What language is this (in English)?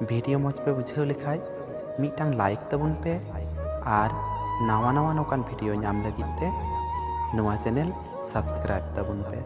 Santali